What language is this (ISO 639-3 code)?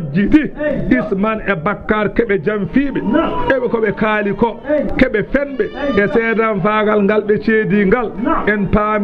ful